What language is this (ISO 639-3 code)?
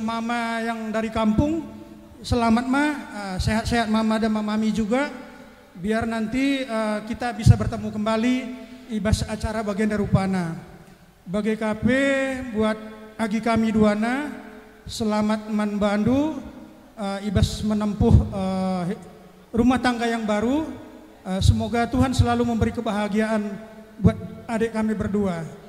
btx